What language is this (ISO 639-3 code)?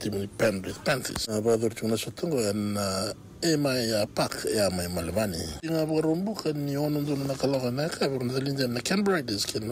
fij